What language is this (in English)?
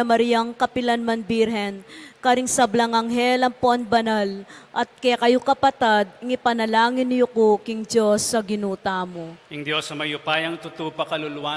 Pampanga